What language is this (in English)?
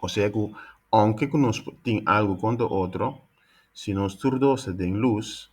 Papiamento